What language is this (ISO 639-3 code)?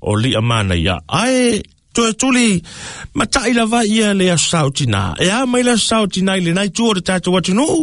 smo